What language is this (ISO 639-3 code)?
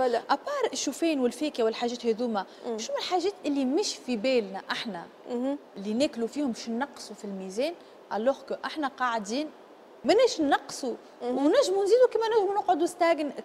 aeb